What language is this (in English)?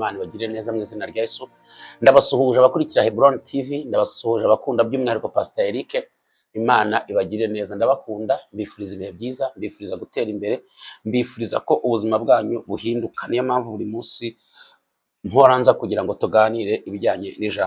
Kinyarwanda